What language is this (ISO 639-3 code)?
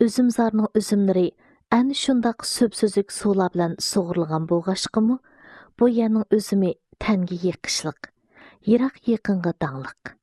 uig